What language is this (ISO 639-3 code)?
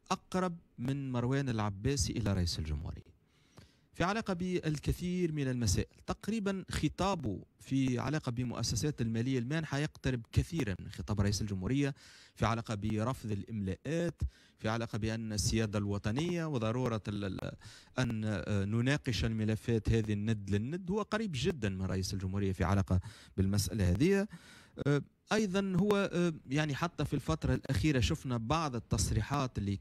aeb